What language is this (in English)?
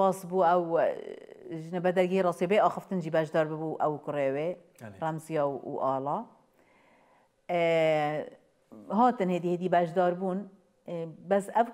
Kurdish